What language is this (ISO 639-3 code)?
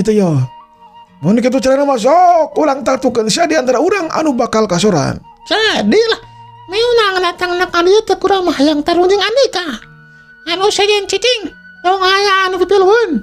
sun